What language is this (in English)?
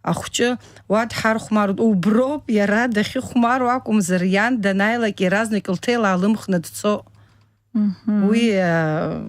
Abkhazian